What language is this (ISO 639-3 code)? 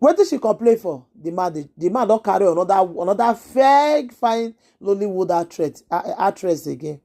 pcm